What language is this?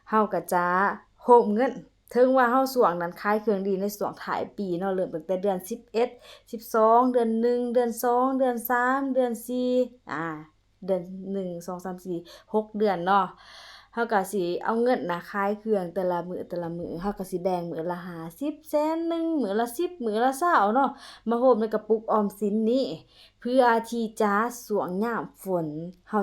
Lao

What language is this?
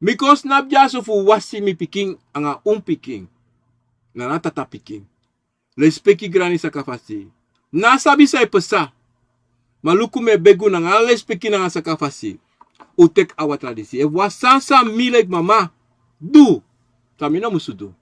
Sranan Tongo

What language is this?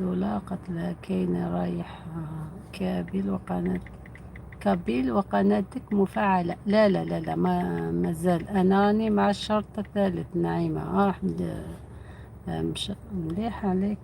Algerian Arabic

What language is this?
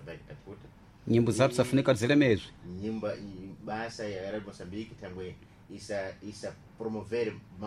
Sena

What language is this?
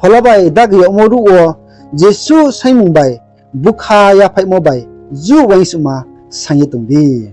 Riang (India)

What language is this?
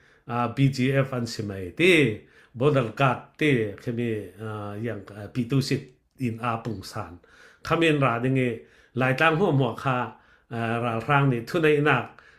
Falam Chin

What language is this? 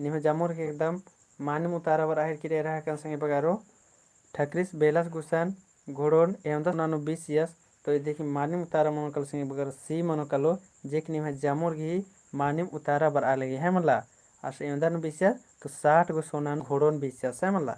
Kurukh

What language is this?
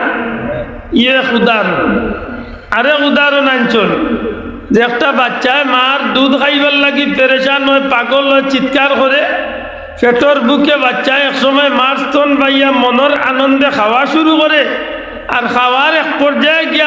Sylheti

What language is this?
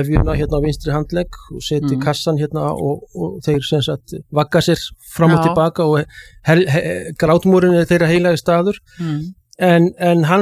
Icelandic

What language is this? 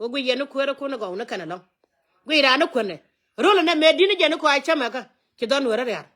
Nuer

